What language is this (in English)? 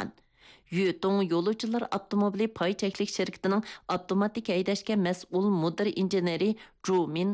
Uyghur